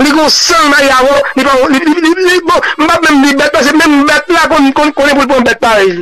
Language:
Haitian Creole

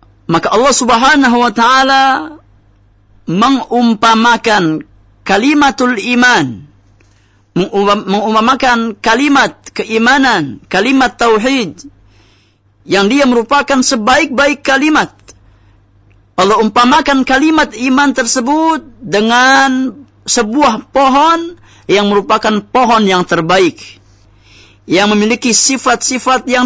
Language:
Indonesian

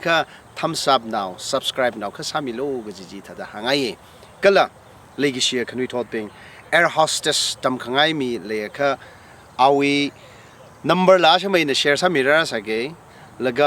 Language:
Tangkhul Naga (India)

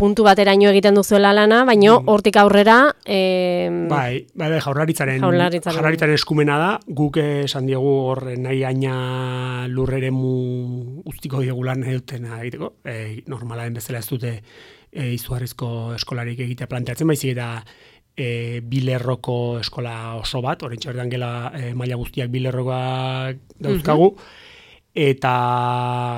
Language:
Basque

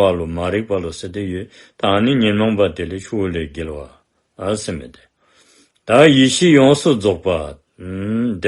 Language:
Dzongkha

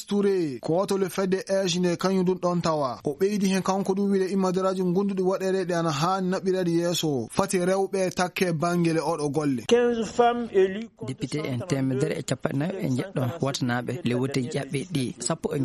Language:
Fula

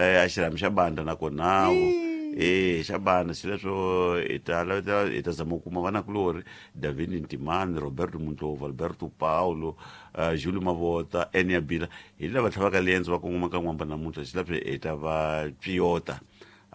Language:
Tsonga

